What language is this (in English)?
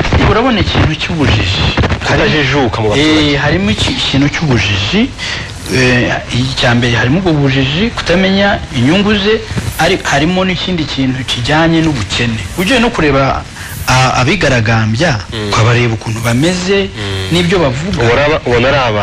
Kinyarwanda